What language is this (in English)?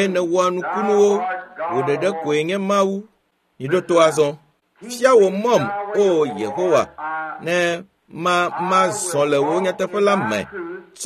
Ewe